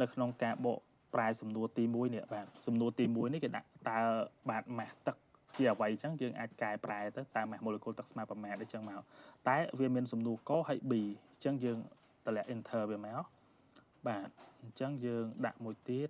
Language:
Khmer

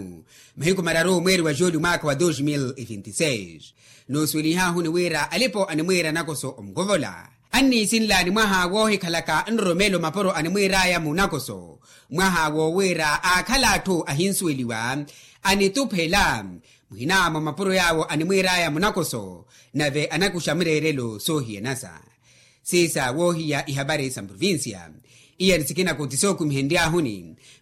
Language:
Makhuwa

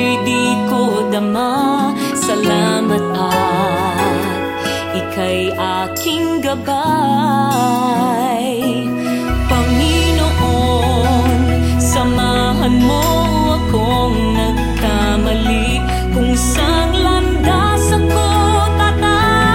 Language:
Filipino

